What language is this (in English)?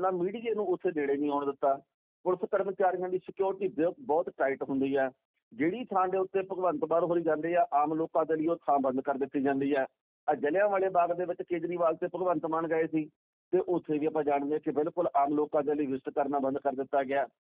Punjabi